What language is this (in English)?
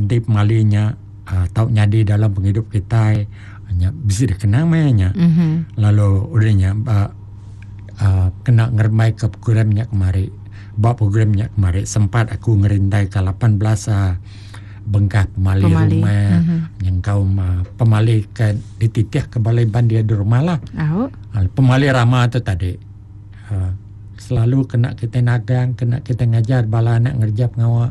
Iban